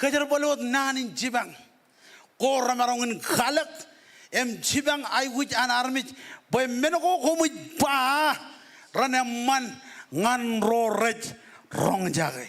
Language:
Marshallese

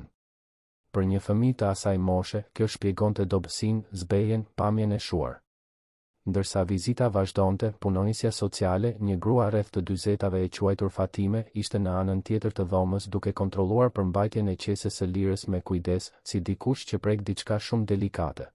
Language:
Albanian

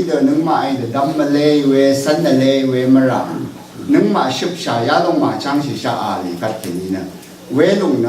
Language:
Rawang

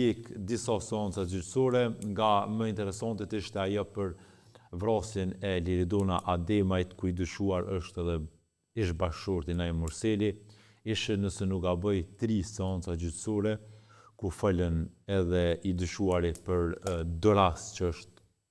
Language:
Albanian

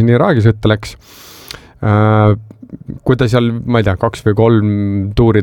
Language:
Estonian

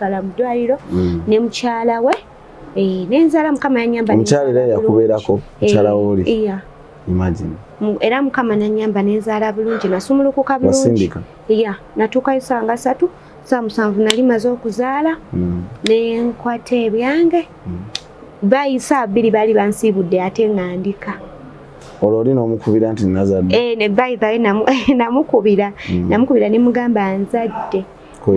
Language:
Ganda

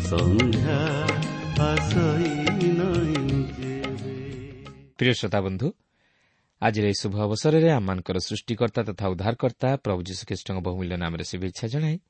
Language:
Odia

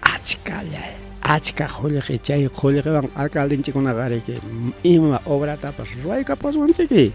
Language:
Ayacucho Quechua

